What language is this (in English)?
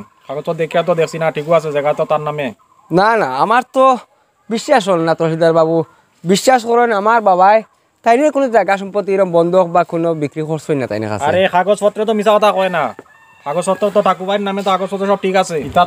Sylheti